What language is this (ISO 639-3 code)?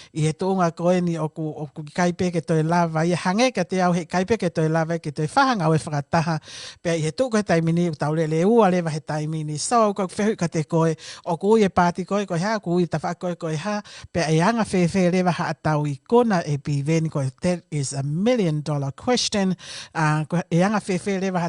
ton